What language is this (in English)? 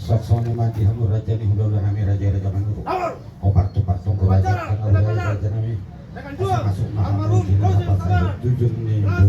Batak Toba